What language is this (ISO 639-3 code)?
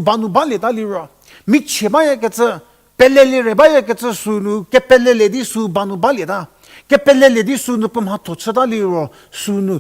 njm